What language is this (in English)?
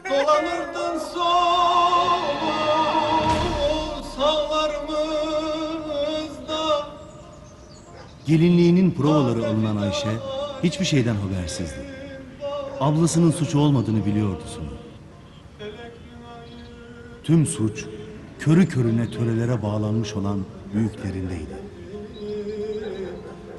Turkish